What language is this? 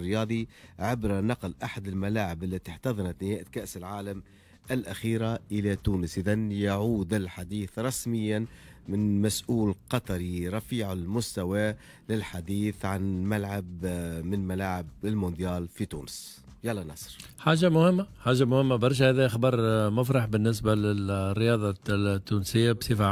Tunisian Arabic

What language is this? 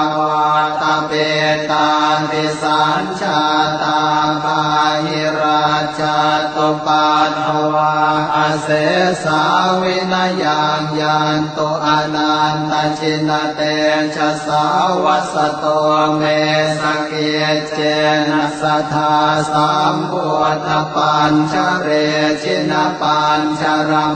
Pali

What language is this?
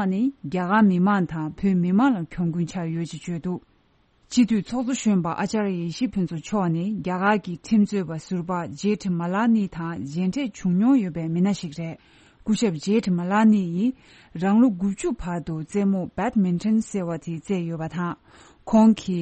Tibetan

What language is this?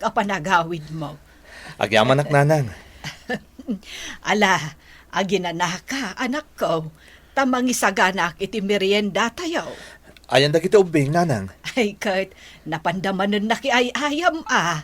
Iloko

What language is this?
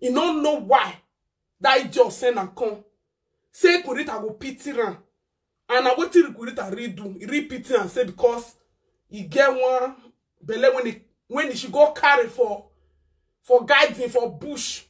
Nigerian Pidgin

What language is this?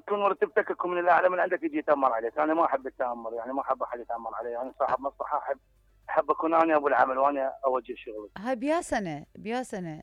Mesopotamian Arabic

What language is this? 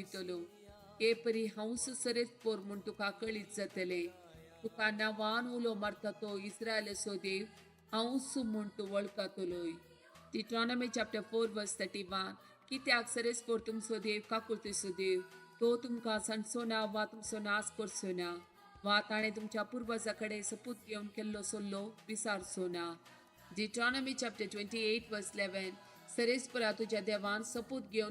Konkani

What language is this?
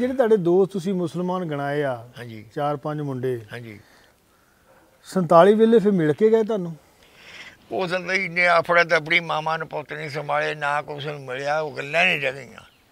Punjabi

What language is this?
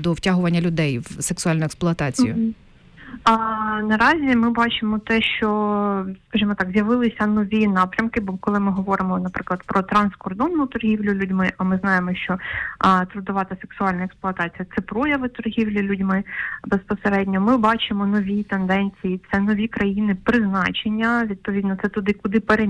Ukrainian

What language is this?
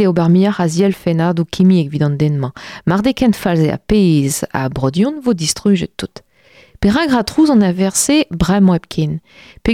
Breton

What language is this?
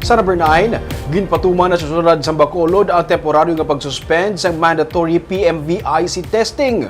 Hiligaynon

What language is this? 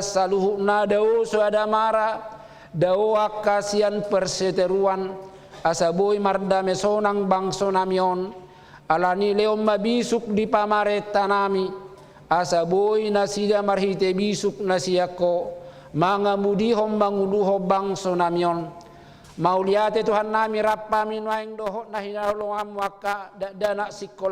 Batak Toba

